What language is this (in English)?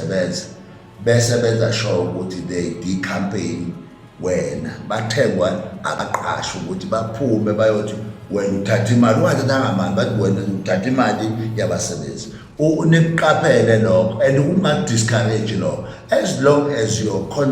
Zulu